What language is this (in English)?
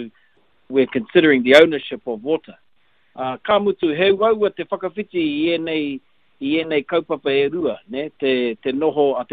Māori